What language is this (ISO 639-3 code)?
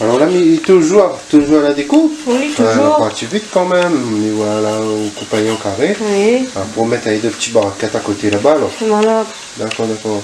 rcf